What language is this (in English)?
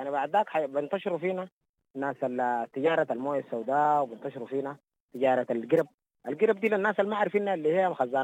Sudanese Arabic